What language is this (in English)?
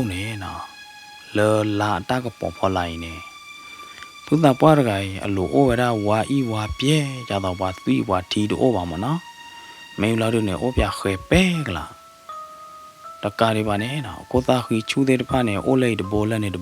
S'gaw Karen